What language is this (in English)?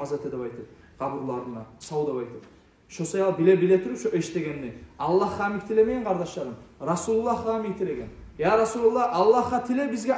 Kumyk